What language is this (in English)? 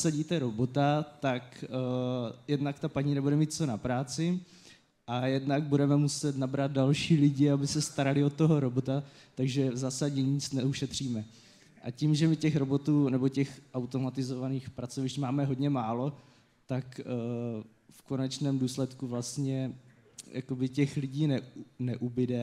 Czech